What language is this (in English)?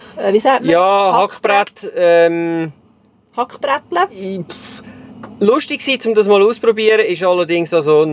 Swiss German